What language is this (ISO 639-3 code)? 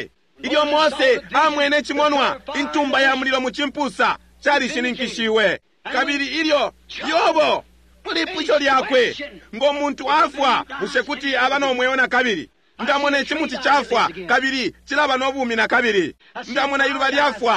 bem